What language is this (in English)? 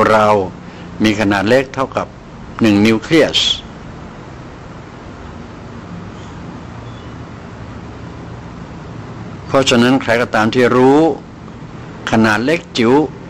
Thai